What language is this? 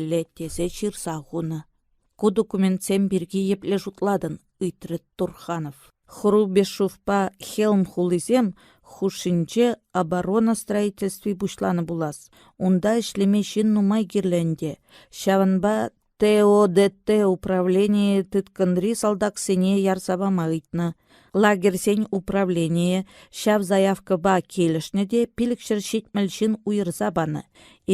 Chuvash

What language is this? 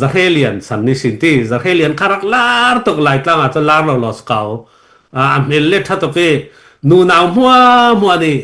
Hakha Chin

